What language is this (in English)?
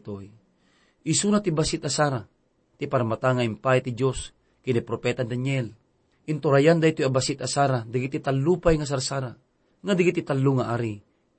Iloko